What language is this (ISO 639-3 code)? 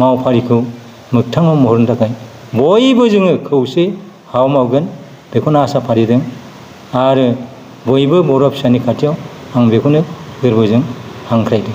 brx